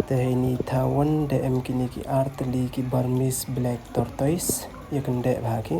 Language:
Pnar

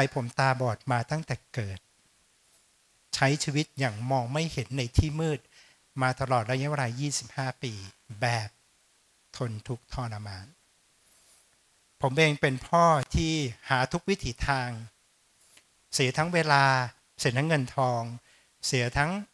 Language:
Thai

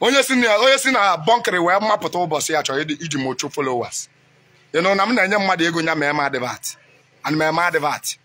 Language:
Igbo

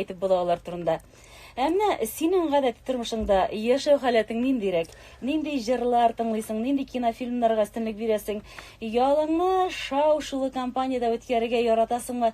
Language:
Tatar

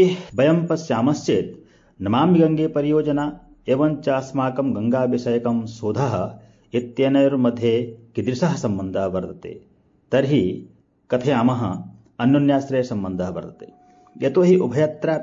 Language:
Sanskrit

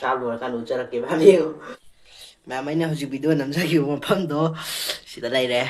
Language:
Manipuri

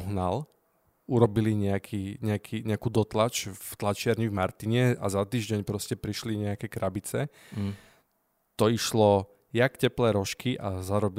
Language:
Slovak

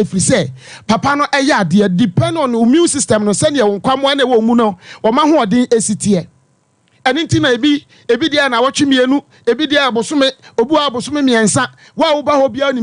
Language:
Akan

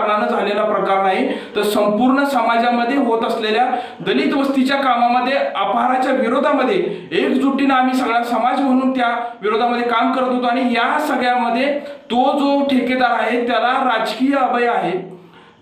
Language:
Marathi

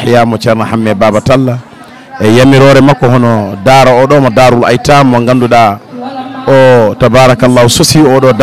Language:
Fula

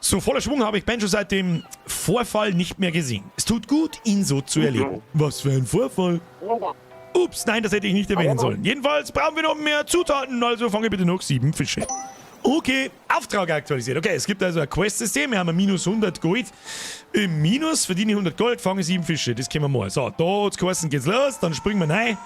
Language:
Bavarian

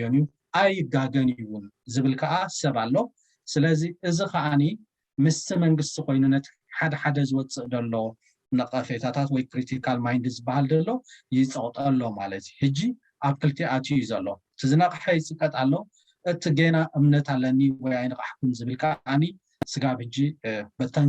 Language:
Tigrinya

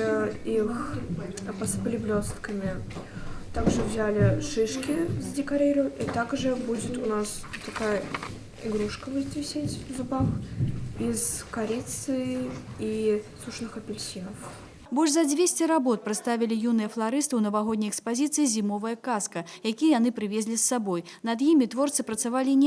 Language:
Belarusian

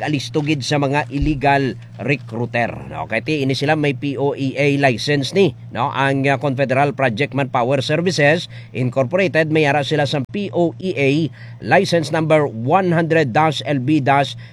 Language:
Hiligaynon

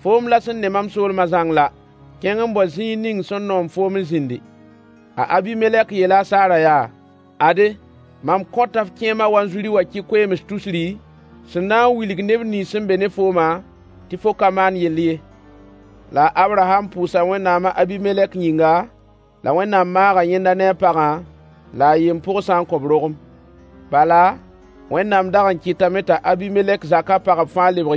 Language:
Mossi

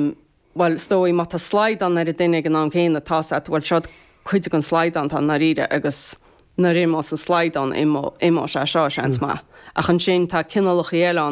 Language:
Irish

